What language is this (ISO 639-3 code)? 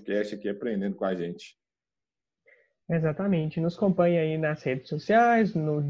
por